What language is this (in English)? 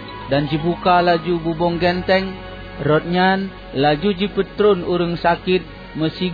Achinese